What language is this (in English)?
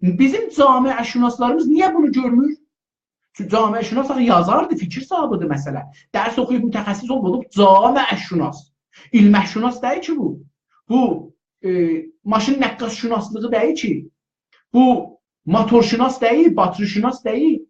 South Azerbaijani